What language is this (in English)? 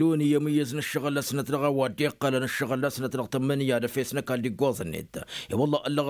Tamasheq